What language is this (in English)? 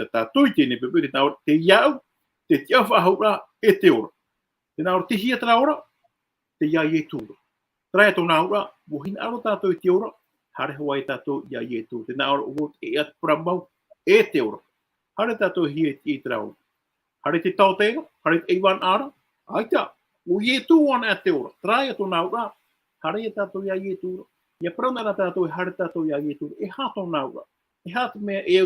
Tahitian